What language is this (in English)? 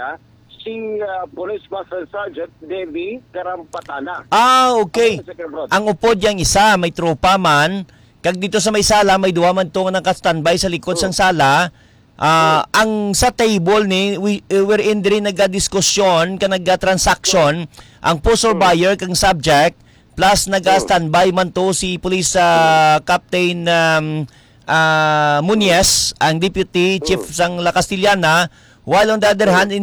Hiligaynon